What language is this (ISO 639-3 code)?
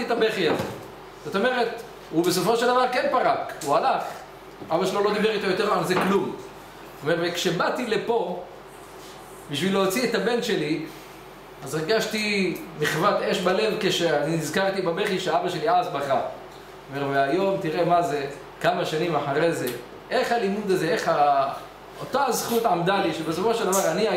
heb